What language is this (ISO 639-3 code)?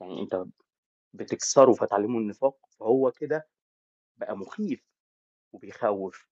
arz